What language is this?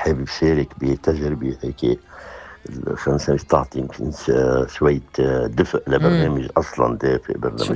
North Levantine Arabic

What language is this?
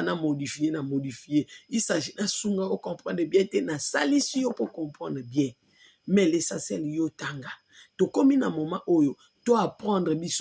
Lingala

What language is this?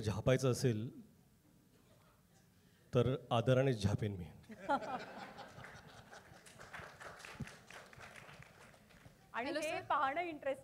Marathi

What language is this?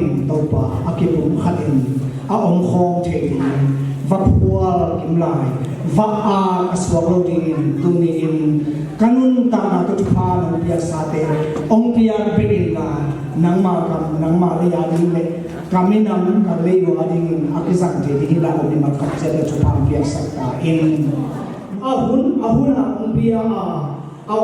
Tedim Chin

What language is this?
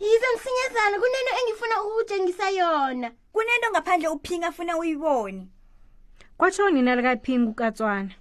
South Ndebele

